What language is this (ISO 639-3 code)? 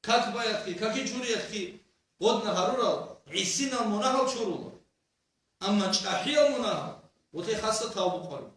ava